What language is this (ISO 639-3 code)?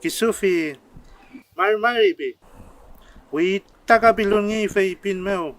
arn